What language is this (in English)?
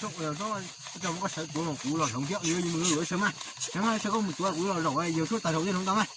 Hmong